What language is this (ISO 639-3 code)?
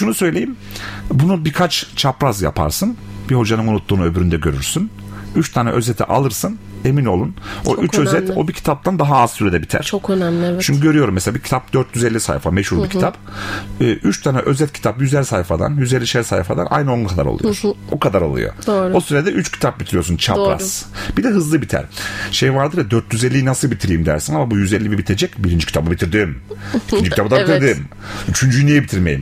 tur